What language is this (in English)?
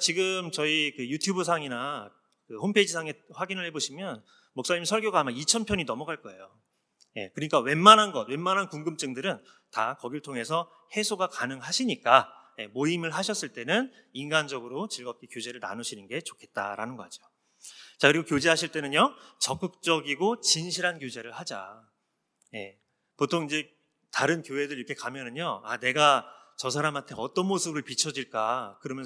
Korean